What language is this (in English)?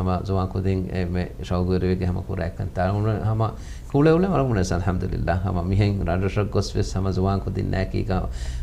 Divehi